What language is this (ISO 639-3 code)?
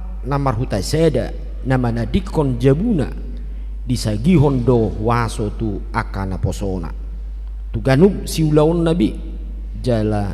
bbc